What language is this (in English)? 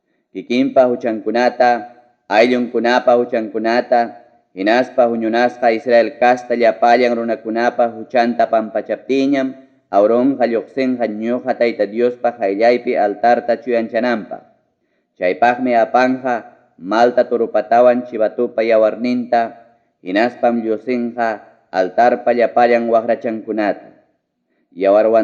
Ayacucho Quechua